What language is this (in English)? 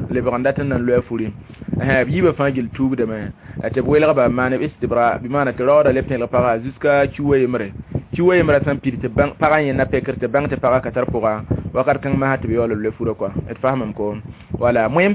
Mossi